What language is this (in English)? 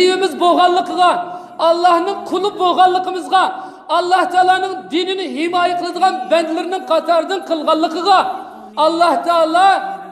Uyghur